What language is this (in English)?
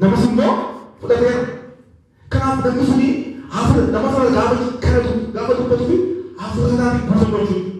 Oromo